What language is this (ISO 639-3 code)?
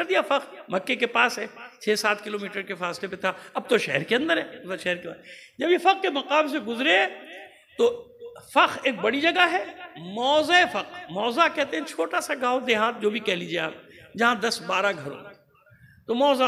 urd